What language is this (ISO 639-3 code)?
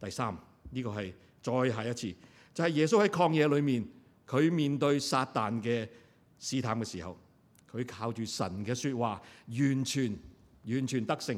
yue